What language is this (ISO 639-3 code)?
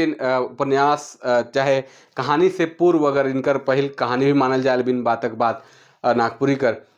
sck